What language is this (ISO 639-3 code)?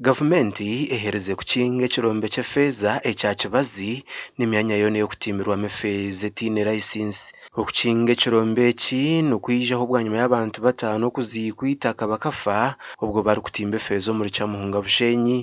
nyn